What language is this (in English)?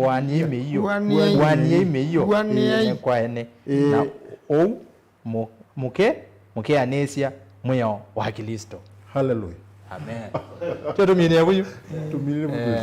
Kamba